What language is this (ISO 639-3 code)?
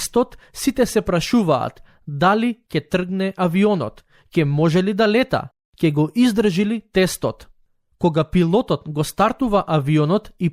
mkd